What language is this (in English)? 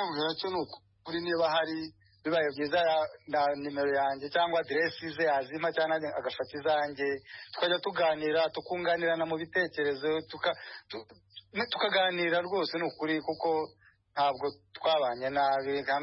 Kinyarwanda